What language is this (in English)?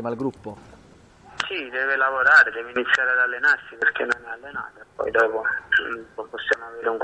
Italian